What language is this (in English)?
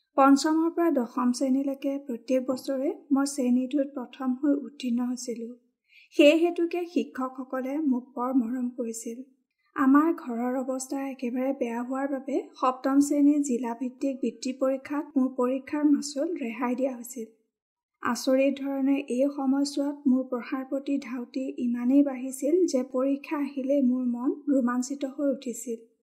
Assamese